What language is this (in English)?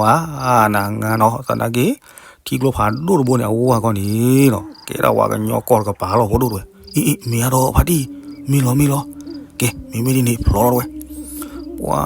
S'gaw Karen